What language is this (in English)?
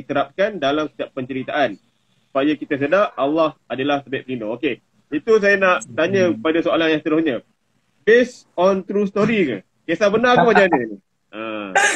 Malay